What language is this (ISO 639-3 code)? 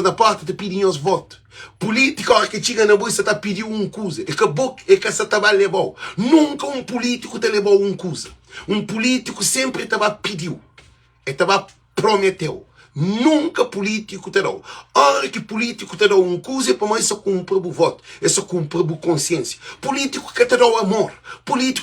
kea